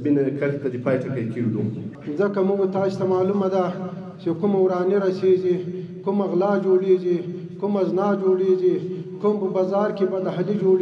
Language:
Pashto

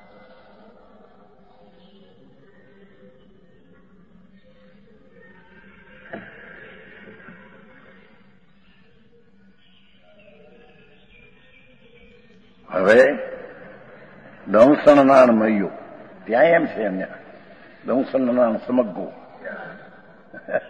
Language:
Gujarati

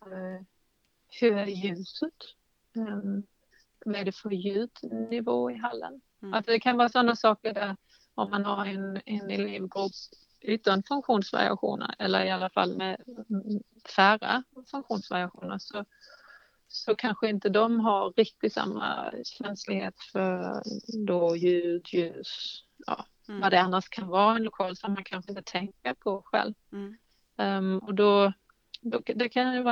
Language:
Swedish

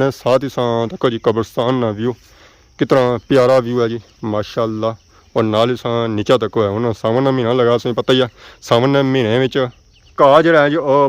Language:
Pahari-Potwari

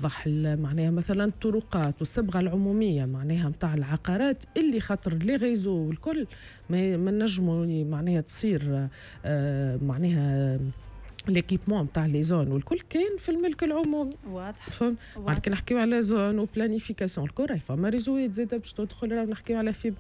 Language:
Tunisian Arabic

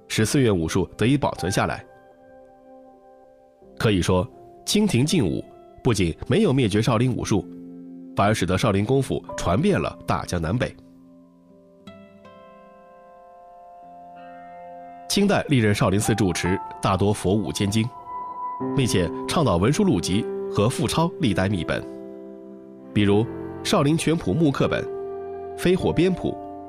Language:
Chinese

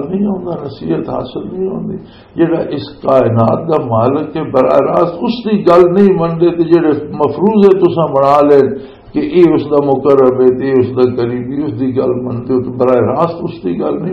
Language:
Western Panjabi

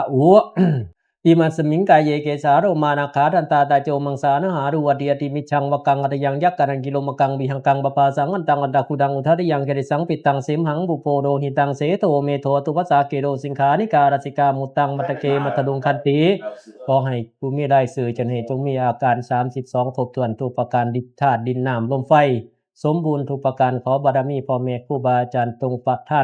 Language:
Pali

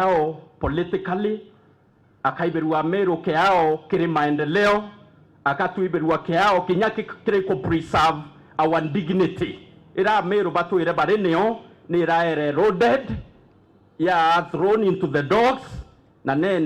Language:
Meru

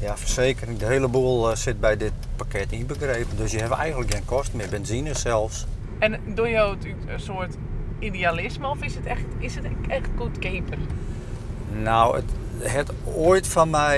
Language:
Western Frisian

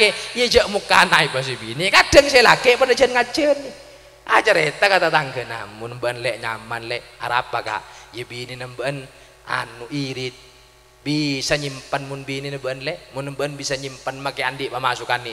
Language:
Madurese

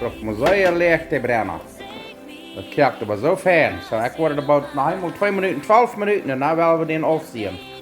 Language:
Plautdietsch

